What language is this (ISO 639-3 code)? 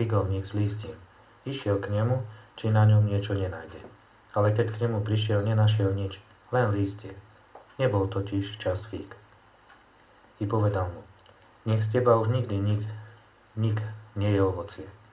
slk